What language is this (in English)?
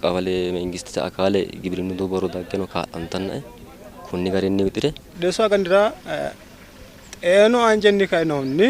Sidamo